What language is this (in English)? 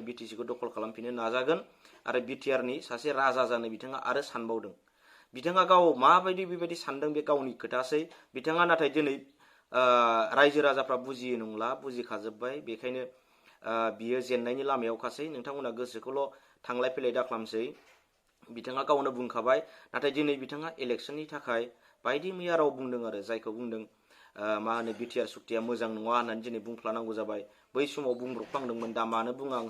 Bodo